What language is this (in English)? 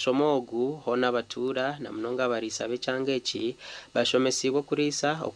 Nyankole